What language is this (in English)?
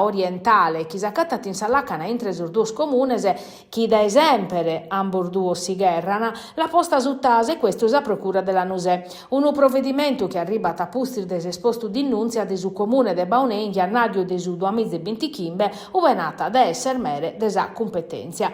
Sardinian